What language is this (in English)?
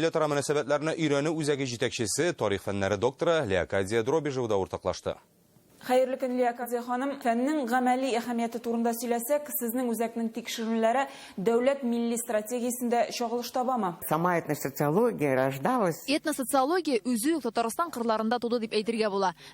Tatar